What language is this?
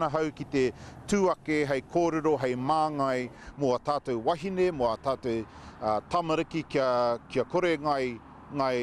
Māori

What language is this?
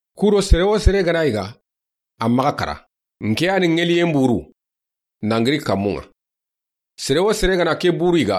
Soninke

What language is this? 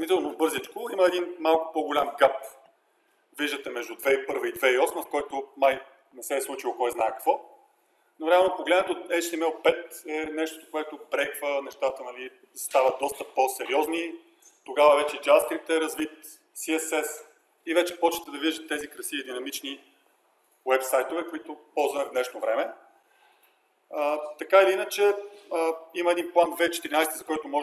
Bulgarian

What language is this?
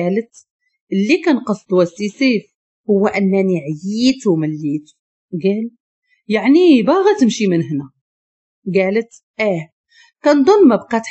Moroccan Arabic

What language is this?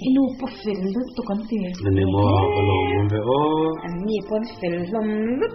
Mizo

